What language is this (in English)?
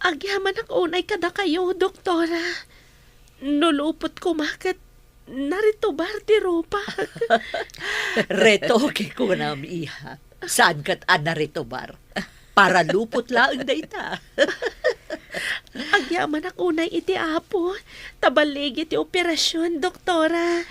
Iloko